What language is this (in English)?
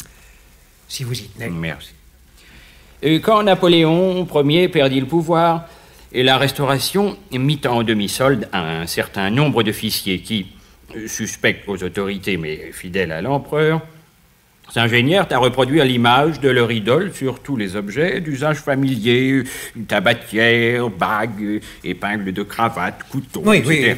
French